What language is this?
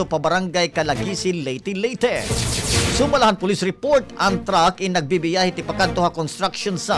Waray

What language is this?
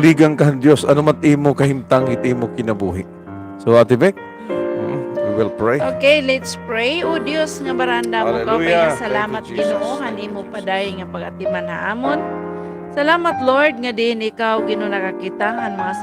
Waray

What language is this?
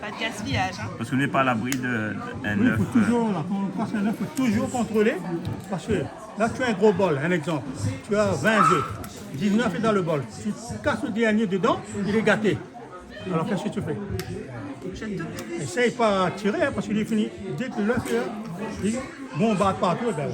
Réunion Creole French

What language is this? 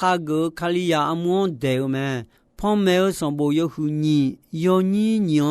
Akha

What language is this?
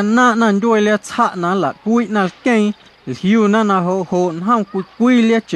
Guerrero Amuzgo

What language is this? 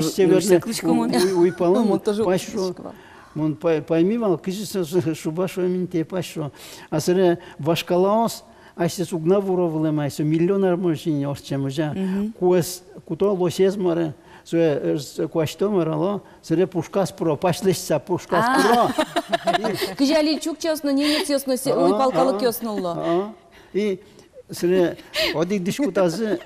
Udmurt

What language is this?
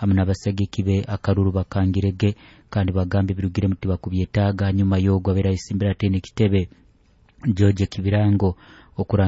Nyoro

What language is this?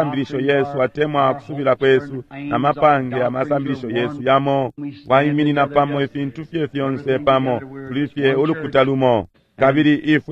Bemba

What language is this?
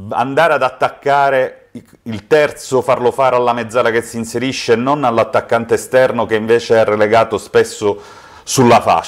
Italian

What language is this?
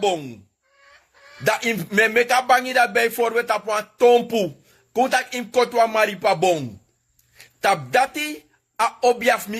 Sranan Tongo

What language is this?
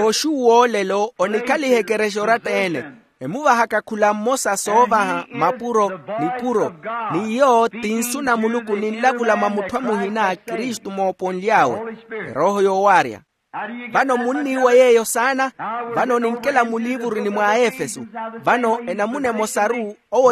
Makhuwa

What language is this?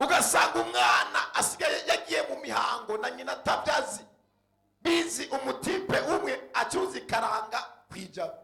Rundi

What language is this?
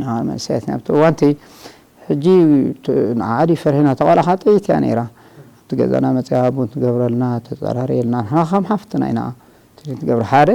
Tigrinya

